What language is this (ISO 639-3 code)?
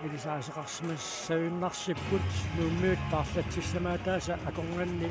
kal